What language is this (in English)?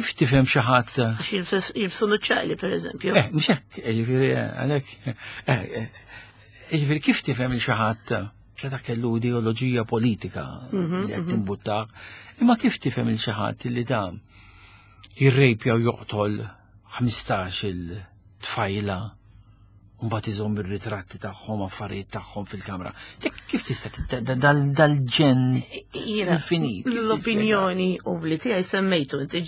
Maltese